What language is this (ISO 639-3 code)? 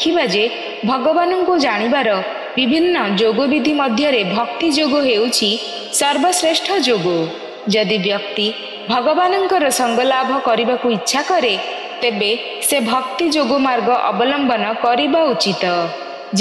ori